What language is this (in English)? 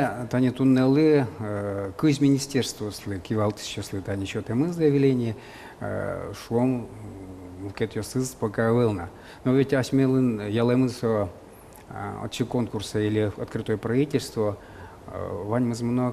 Udmurt